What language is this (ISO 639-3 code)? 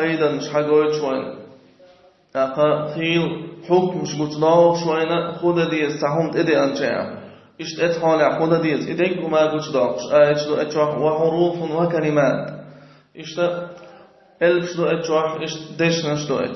che